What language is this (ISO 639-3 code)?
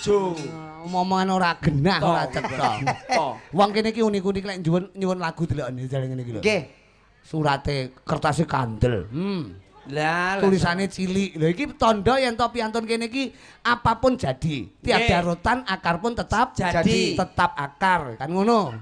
jav